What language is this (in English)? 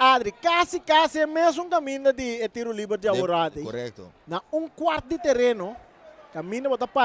Papiamento